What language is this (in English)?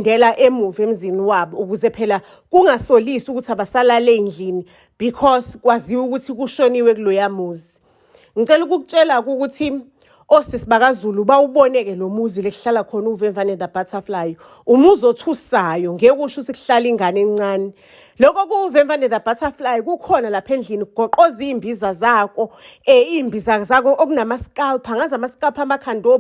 Zulu